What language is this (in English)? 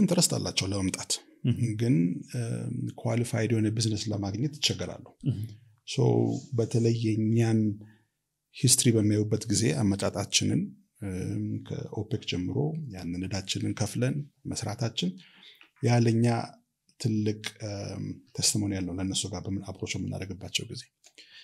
Amharic